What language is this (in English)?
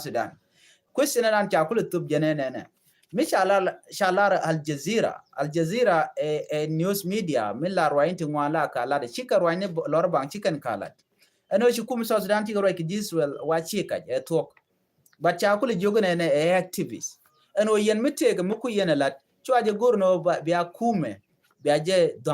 Nuer